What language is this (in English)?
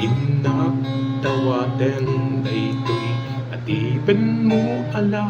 Iloko